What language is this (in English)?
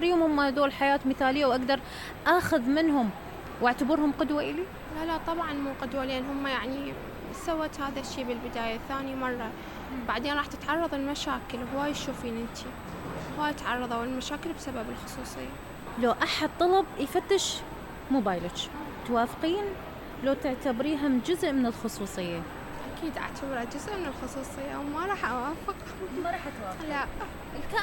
Mesopotamian Arabic